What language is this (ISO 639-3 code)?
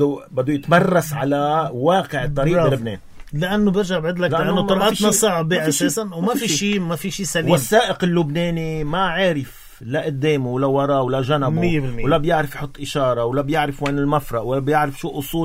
apc